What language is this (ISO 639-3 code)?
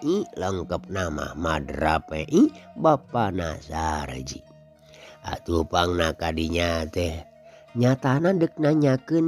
sun